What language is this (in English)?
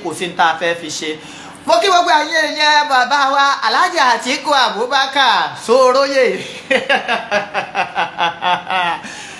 Yoruba